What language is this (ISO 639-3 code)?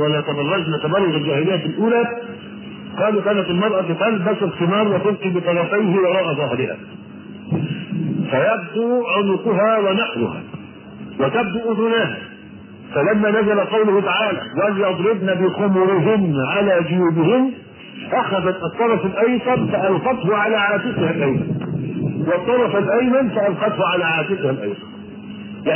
ara